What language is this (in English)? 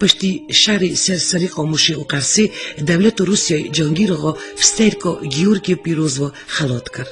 Kurdish